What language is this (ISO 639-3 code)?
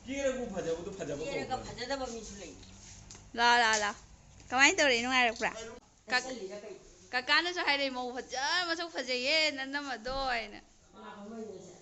mni